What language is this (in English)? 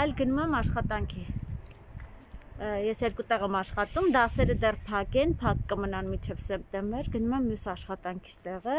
Armenian